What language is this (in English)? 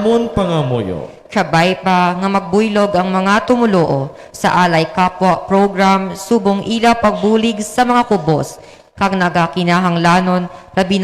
Hiligaynon